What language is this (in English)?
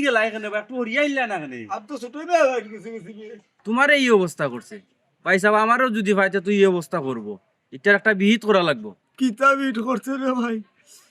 Sylheti